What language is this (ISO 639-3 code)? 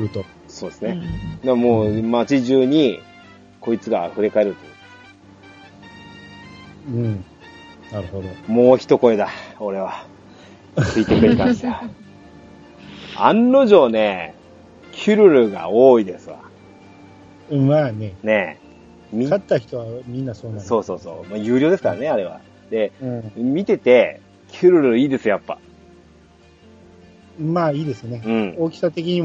jpn